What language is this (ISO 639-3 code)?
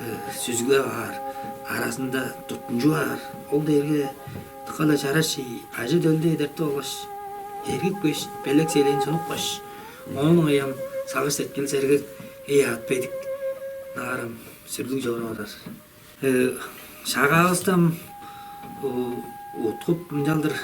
tyv